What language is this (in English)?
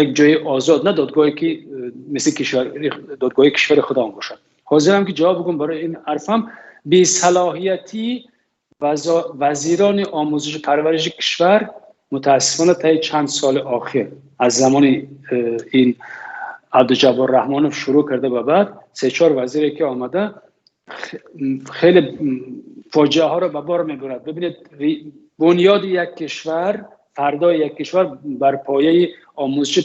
Tajik